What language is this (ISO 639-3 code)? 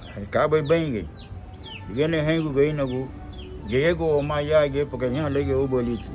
cab